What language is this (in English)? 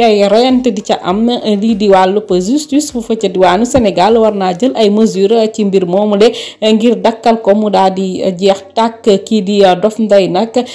Wolof